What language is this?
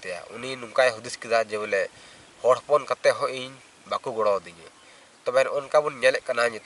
Santali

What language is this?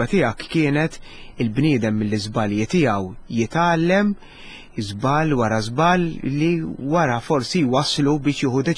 Maltese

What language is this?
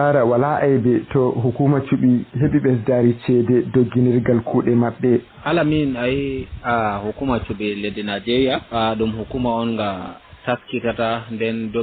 Fula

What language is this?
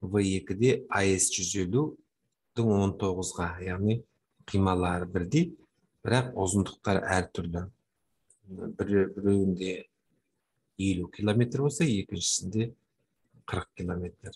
Kazakh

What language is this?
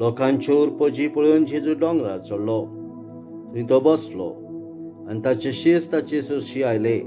Konkani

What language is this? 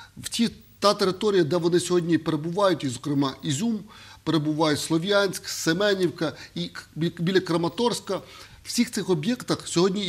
Ukrainian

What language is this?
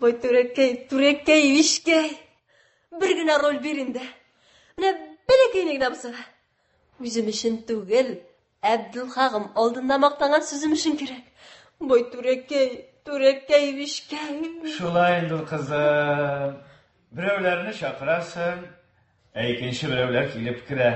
Tatar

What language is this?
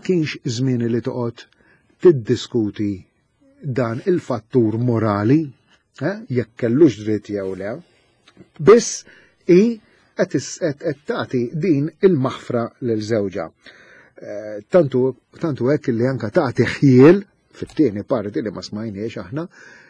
Maltese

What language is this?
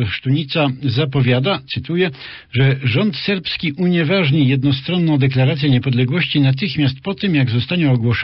Polish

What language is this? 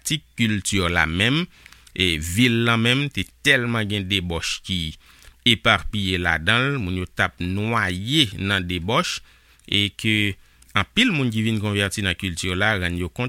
Haitian Creole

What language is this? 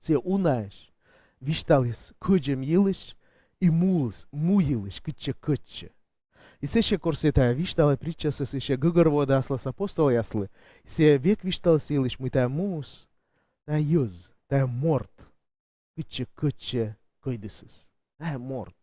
Komi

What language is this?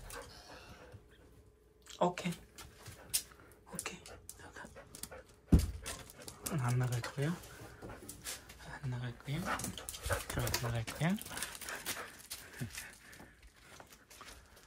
Korean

